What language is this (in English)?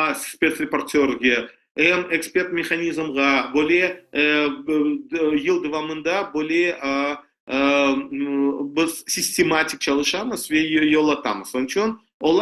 Crimean Tatar